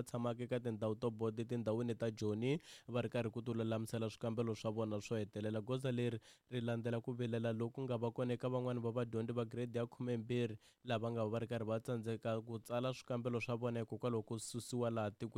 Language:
Tsonga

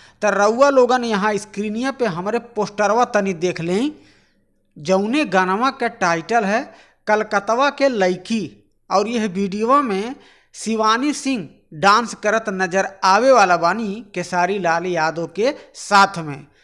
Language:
Bhojpuri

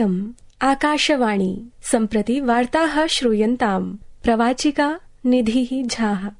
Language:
Sanskrit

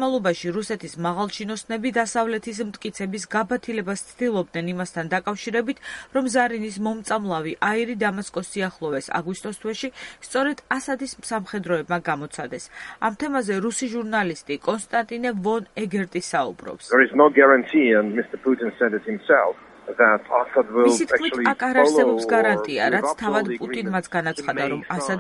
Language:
Georgian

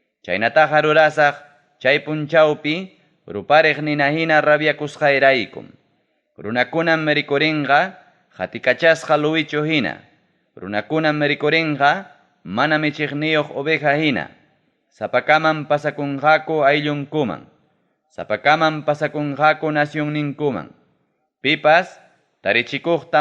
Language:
Ayacucho Quechua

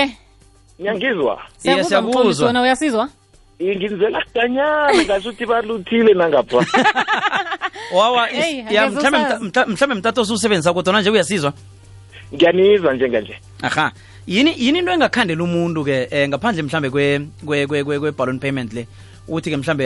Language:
South Ndebele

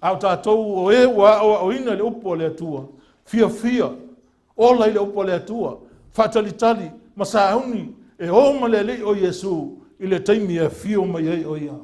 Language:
Samoan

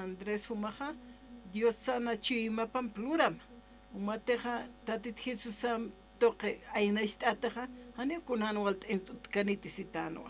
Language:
Aymara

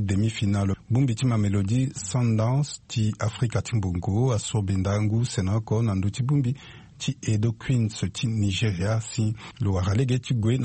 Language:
Sango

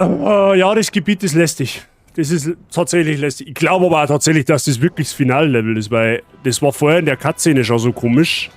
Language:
Bavarian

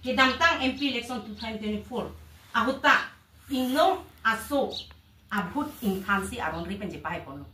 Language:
Karbi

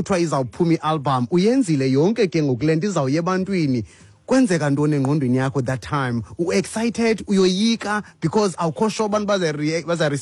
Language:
Xhosa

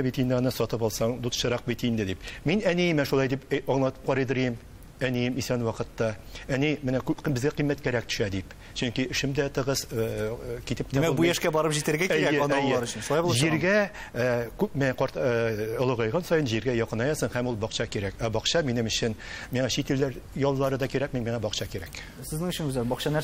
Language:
Tatar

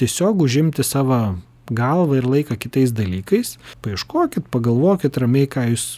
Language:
Lithuanian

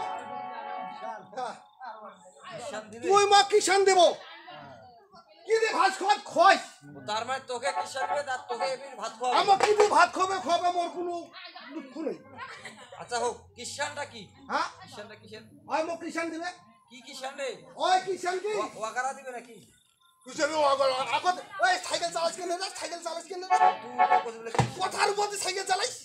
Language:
Bangla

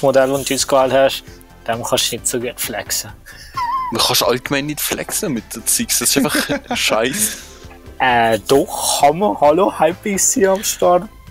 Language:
Swiss German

